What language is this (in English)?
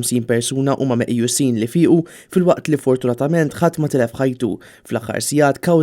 Maltese